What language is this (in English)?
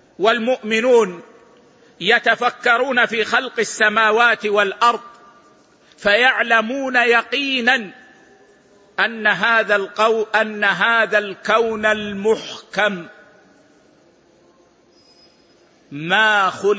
Arabic